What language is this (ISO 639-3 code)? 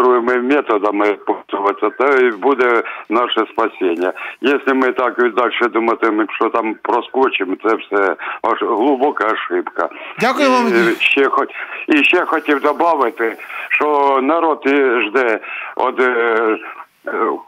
ukr